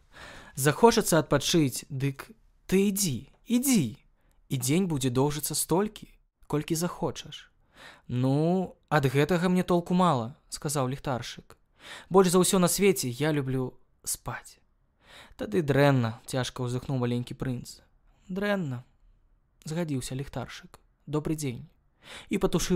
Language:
Belarusian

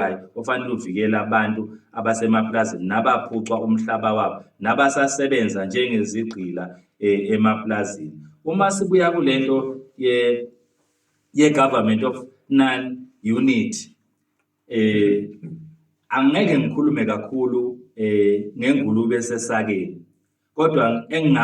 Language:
Zulu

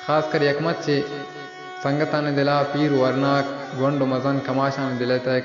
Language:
Baluchi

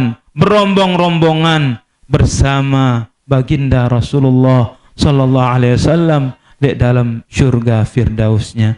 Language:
Sasak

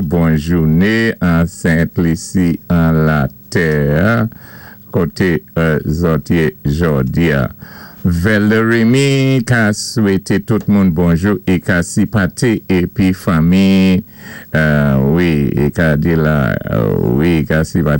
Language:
Saint Lucian Creole French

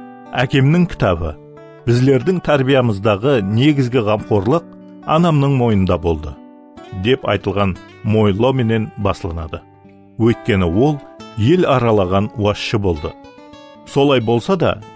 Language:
Kara-Kalpak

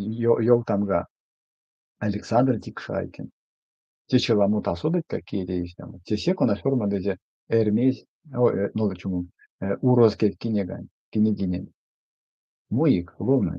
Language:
Erzya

